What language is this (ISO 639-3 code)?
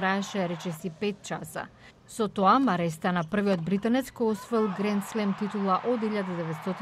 mkd